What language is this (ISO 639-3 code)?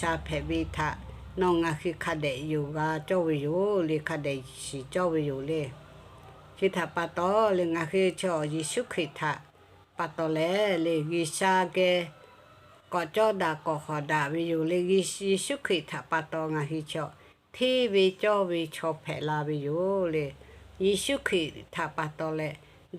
lhu